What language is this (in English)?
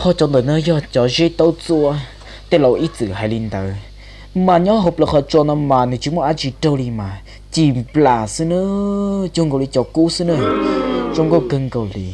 Hmong